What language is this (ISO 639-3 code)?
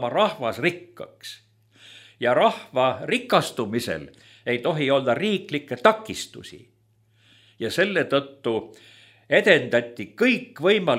est